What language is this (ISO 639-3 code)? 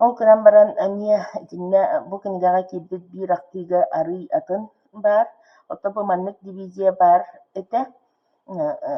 sah